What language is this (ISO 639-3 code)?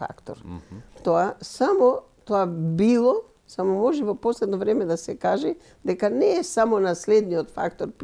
mkd